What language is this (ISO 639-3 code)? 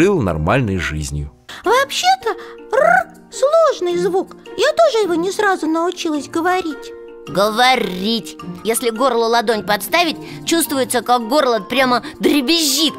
rus